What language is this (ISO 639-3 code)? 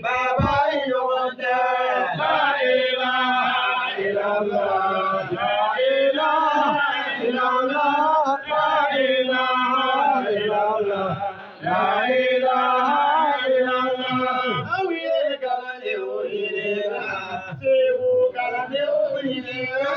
bam